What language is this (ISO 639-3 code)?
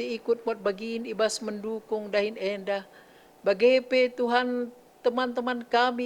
btx